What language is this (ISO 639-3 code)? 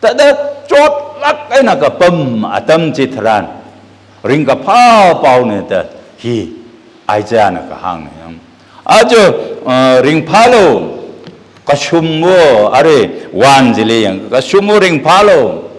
nmf